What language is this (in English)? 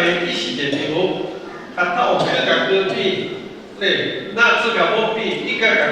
Lahu